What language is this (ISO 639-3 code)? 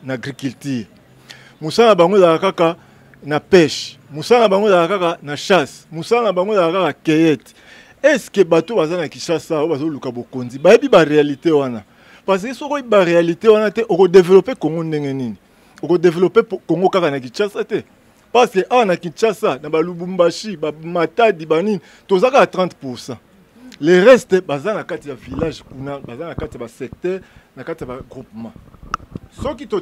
lin